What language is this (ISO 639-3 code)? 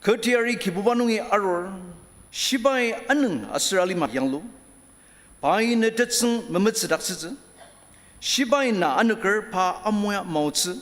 njo